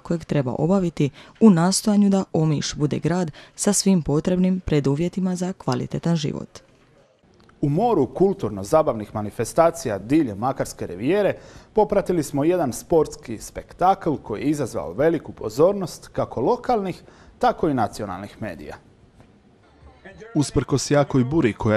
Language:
Croatian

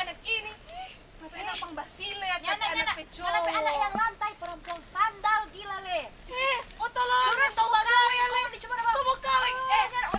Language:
Manado Malay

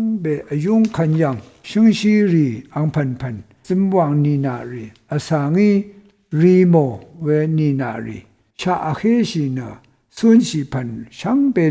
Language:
Rawang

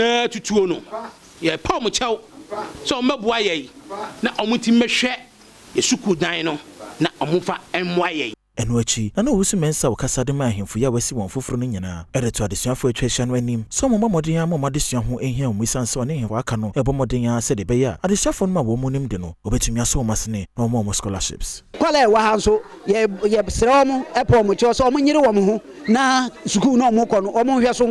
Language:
Akan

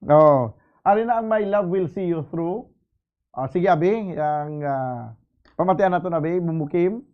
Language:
Hiligaynon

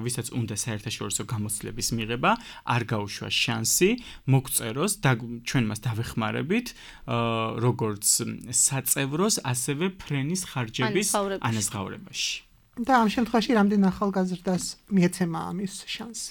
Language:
Georgian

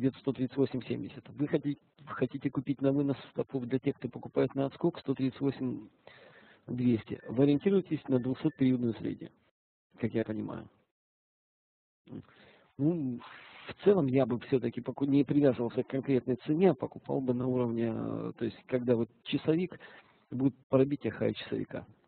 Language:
Russian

